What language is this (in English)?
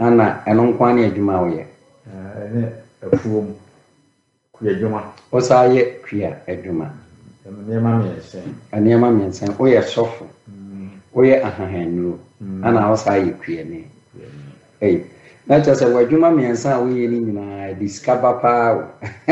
Akan